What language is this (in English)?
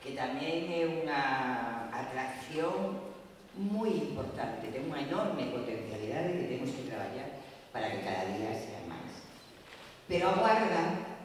Galician